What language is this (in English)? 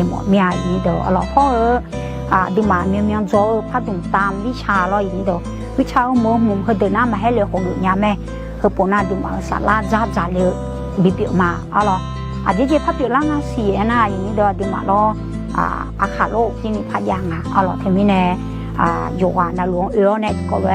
Akha